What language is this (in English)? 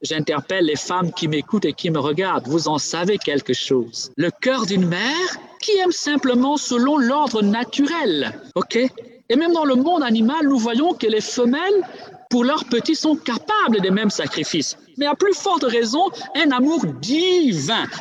French